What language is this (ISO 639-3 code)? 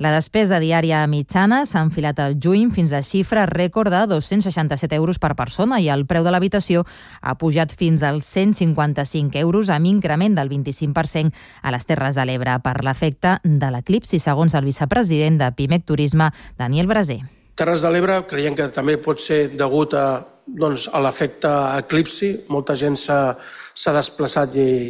cat